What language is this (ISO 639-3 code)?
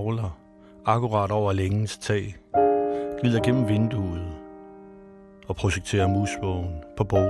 dan